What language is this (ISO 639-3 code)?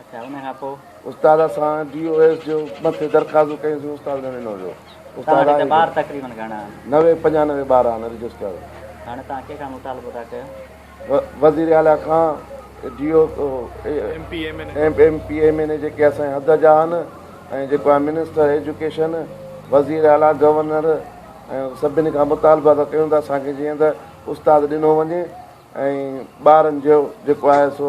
snd